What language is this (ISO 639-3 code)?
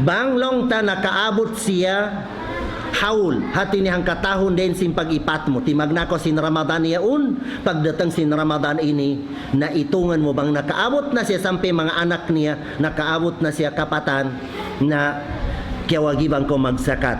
tsg